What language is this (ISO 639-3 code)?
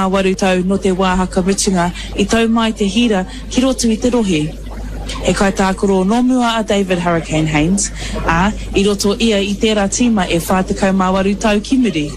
mri